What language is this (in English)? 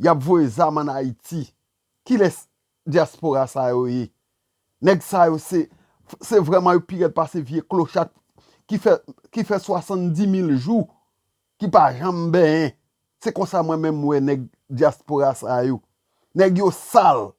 Haitian Creole